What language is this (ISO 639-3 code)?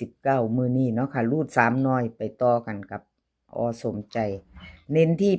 tts